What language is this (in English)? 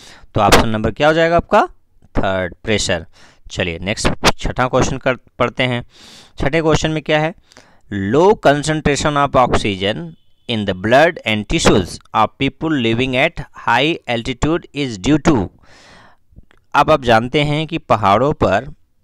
Hindi